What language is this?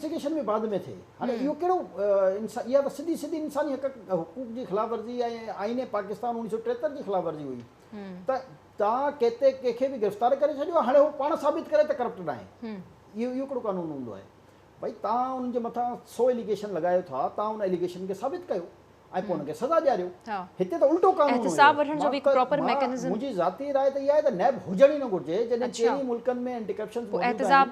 Sindhi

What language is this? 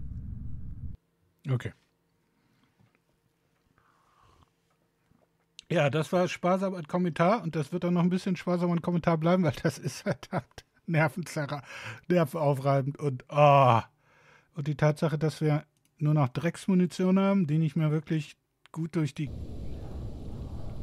German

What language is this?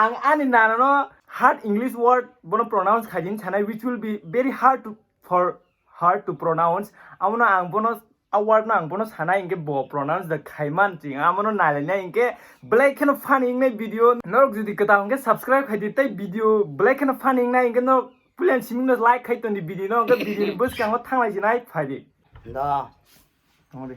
Kok Borok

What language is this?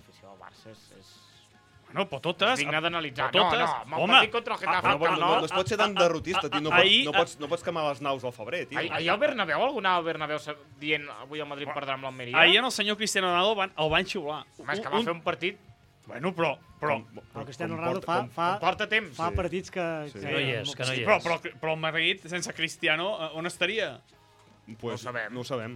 Catalan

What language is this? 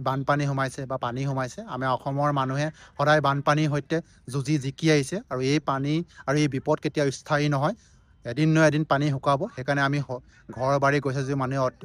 Assamese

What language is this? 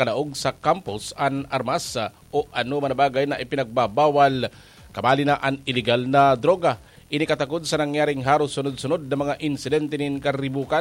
Bikol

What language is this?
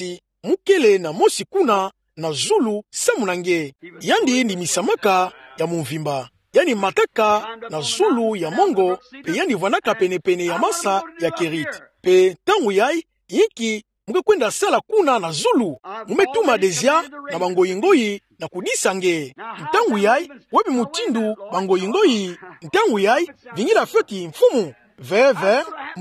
Kituba (Democratic Republic of Congo)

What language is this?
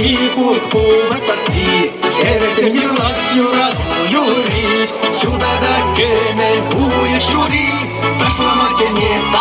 Chuvash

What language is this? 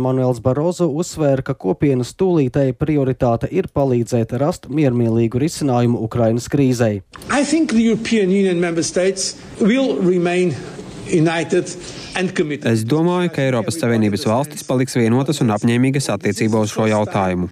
Latvian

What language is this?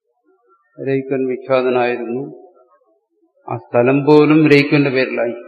Malayalam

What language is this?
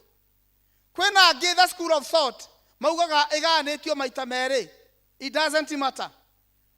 Kikuyu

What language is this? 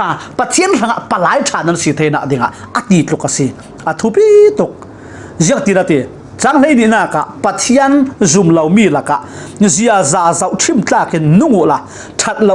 Falam Chin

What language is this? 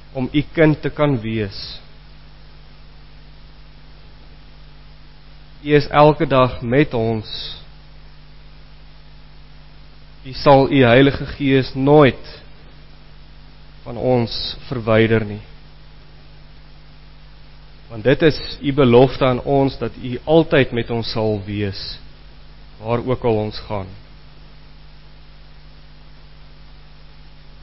Afrikaans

